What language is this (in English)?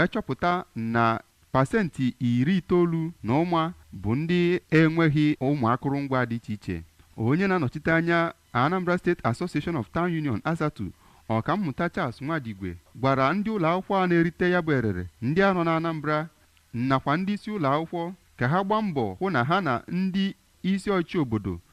Igbo